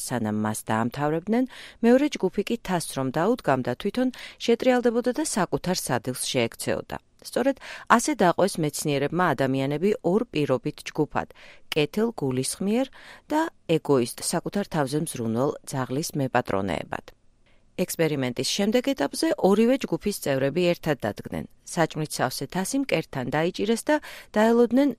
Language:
Georgian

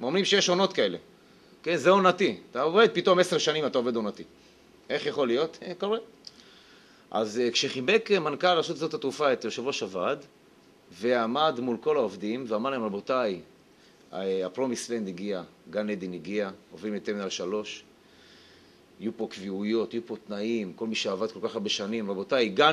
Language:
Hebrew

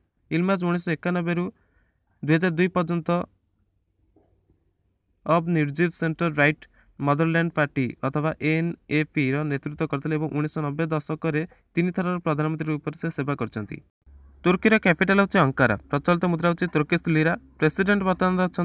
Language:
Odia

